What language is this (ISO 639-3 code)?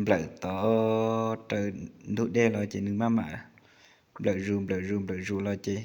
hmn